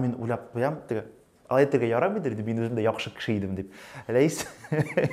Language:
Tatar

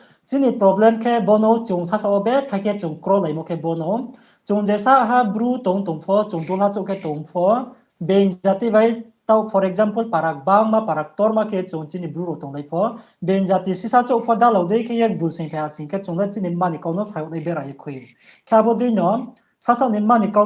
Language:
Riang (India)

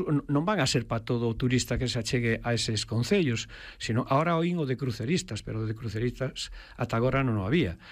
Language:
Galician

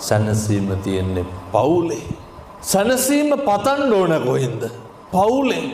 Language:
Sinhala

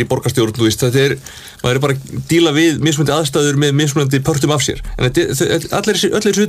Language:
Icelandic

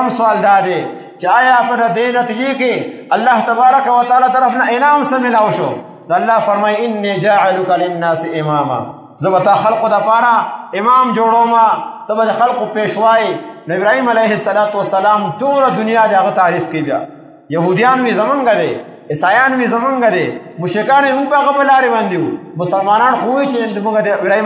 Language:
Pashto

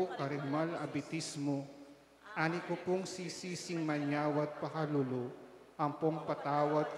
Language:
Pampanga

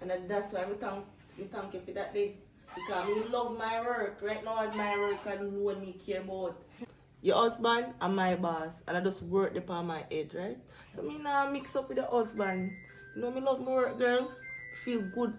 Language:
Jamaican Creole English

